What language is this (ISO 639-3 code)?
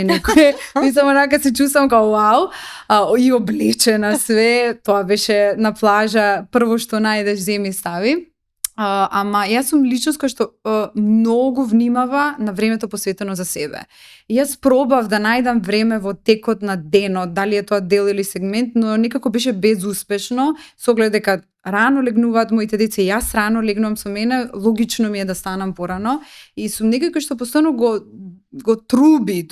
mkd